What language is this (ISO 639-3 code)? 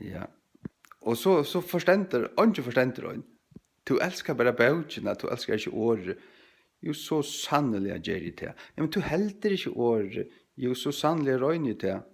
fao